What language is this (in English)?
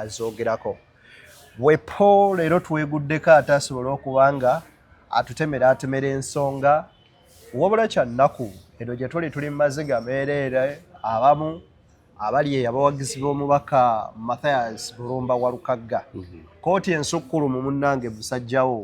Ganda